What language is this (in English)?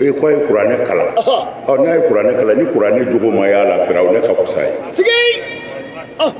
Bambara